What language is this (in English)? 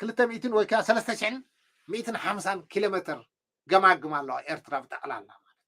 Tigrinya